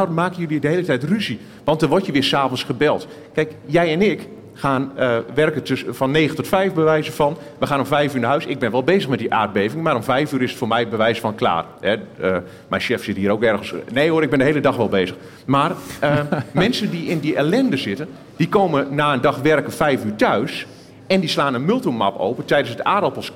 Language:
Dutch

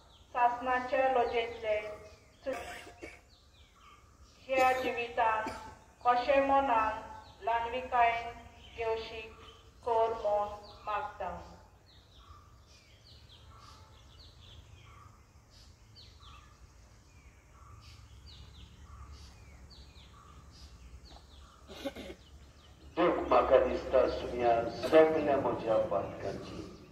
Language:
Konkani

